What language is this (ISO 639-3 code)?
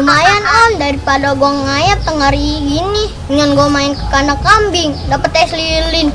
bew